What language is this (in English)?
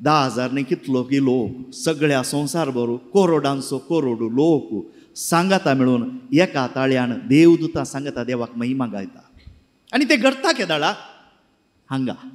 Konkani